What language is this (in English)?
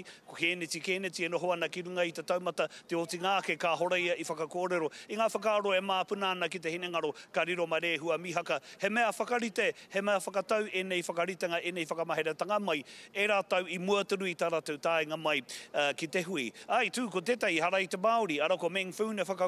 Māori